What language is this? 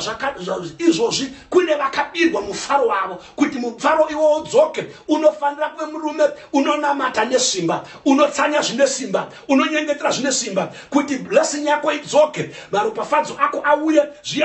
Shona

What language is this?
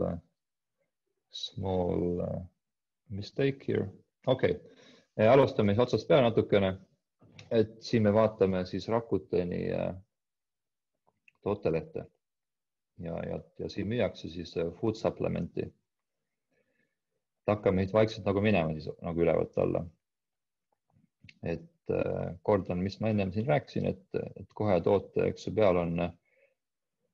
Estonian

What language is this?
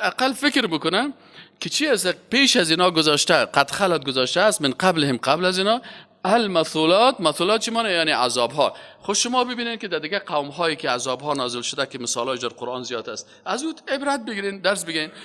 Persian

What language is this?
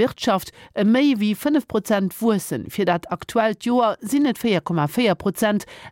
Luxembourgish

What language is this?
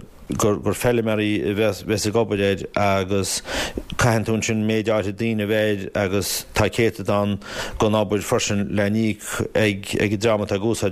Irish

